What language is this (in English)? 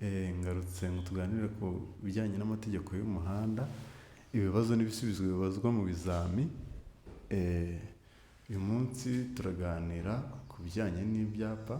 Kinyarwanda